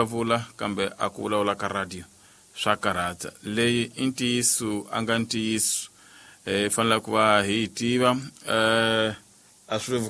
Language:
Tsonga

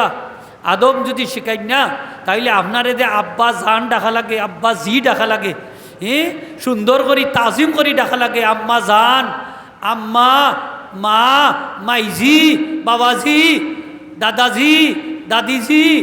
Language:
Sylheti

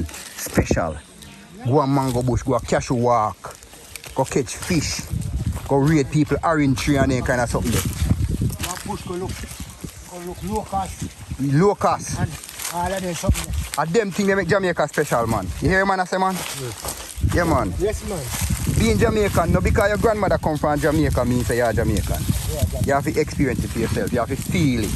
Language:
Jamaican Creole English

